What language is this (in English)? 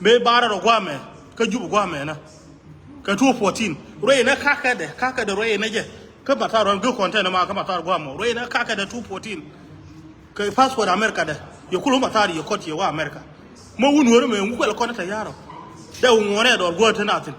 Nuer